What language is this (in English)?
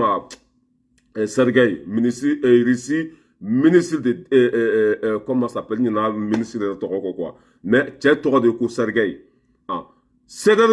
Bambara